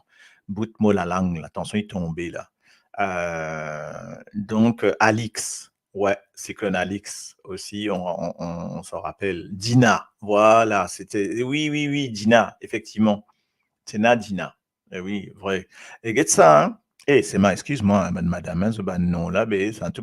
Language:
Morisyen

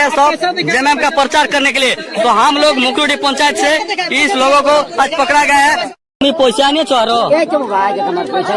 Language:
Santali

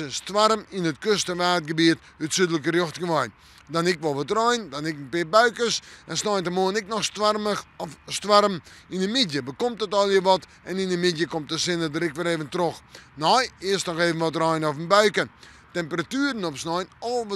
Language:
Western Frisian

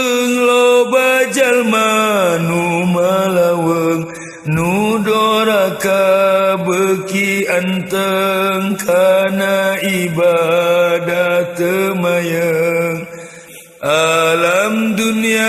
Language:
Sundanese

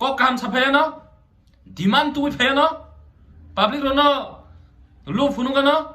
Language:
Kok Borok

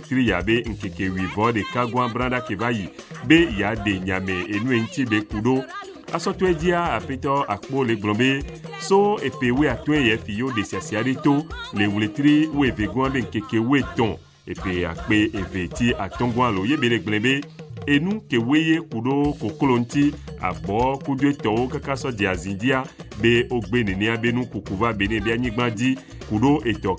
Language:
Ewe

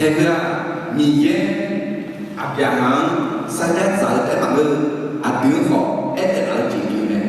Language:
Akha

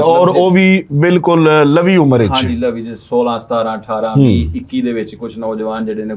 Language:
Western Panjabi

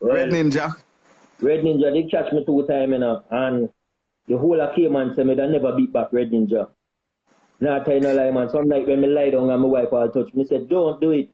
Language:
Jamaican Creole English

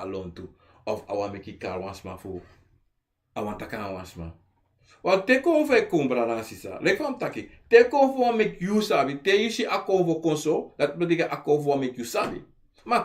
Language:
Sranan Tongo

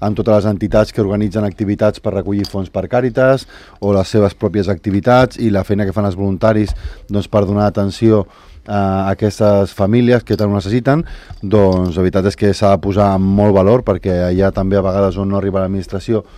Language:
Catalan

